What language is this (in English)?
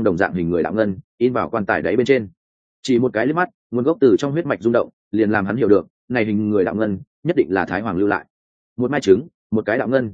Vietnamese